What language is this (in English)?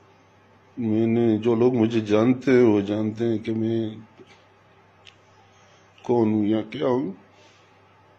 Urdu